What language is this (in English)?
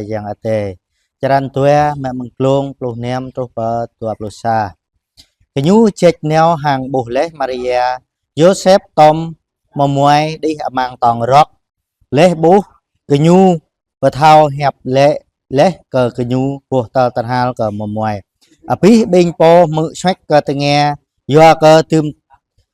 Jarai